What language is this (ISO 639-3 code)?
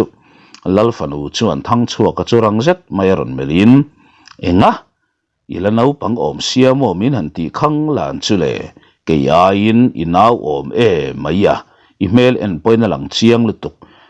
lus